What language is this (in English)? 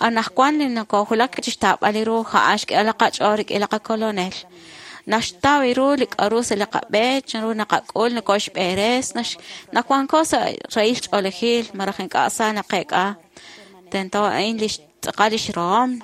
Kekchí